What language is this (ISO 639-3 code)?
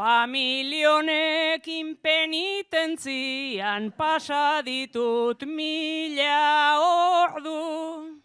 eus